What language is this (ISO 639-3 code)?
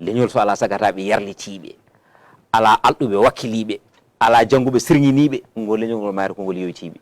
ful